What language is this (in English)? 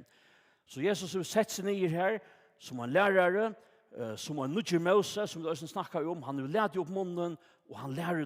Faroese